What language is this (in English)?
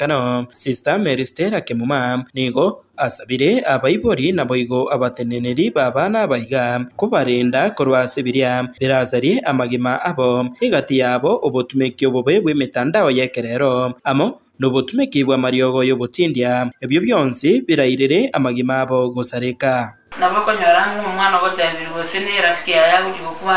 Gusii